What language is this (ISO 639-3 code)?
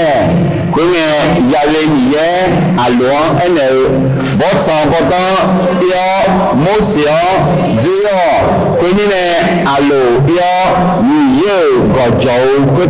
ahk